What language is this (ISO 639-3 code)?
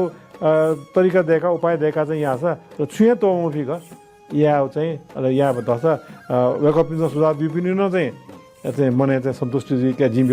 new